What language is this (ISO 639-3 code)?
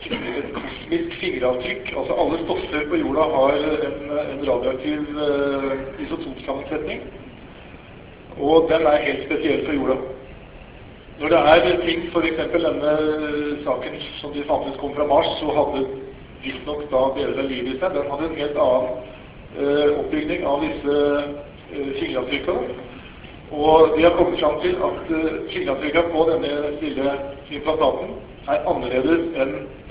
nor